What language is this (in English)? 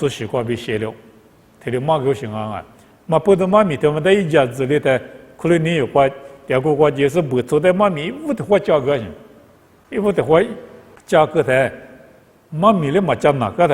Lisu